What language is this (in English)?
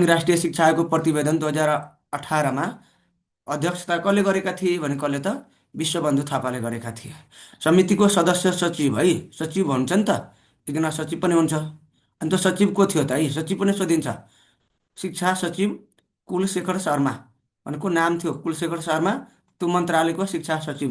Nepali